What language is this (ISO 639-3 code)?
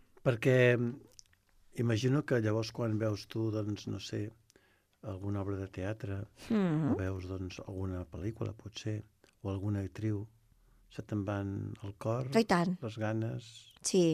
cat